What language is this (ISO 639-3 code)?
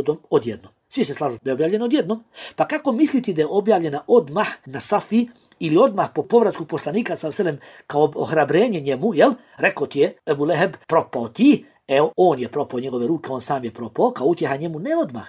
bos